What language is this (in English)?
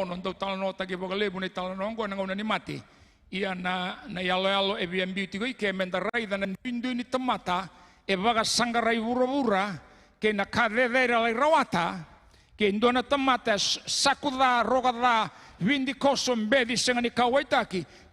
Fijian